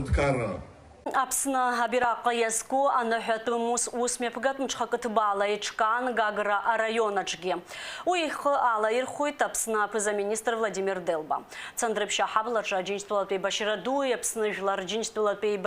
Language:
Abkhazian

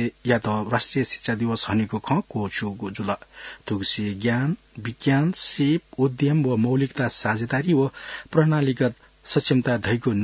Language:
Newari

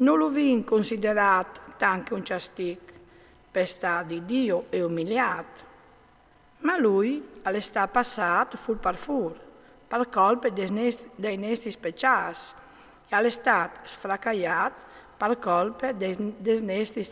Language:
Friulian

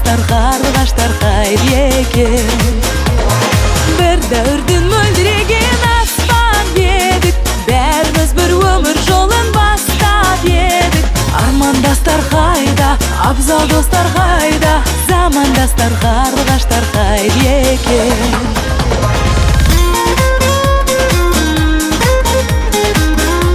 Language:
Kazakh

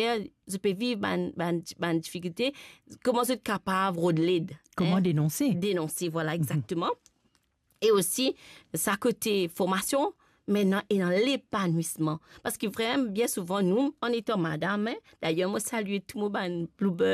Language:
Morisyen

